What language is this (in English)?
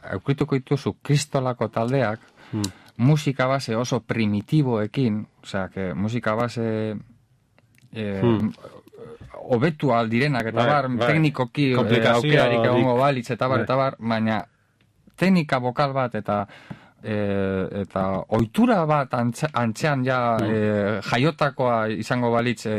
Basque